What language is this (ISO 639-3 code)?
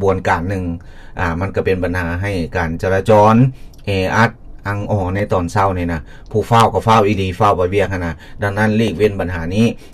lao